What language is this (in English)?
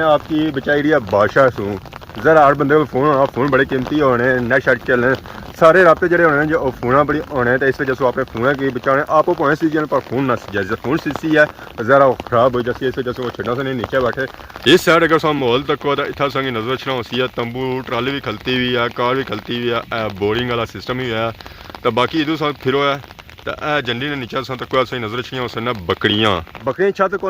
Pahari-Potwari